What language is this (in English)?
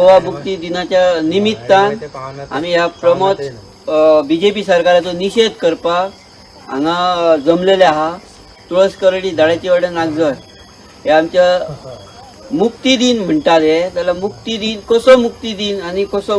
Konkani